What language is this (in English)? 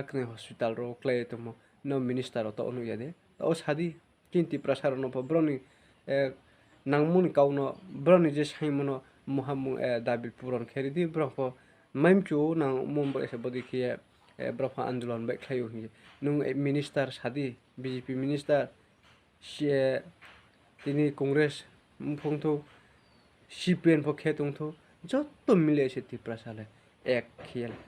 Riang (India)